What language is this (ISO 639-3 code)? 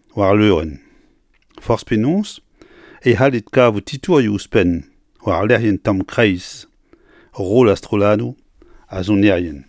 bre